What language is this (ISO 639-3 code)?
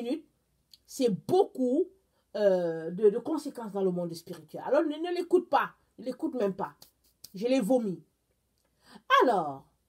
fra